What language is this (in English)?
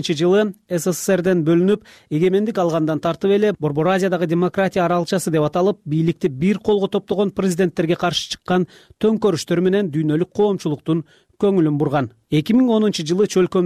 Kyrgyz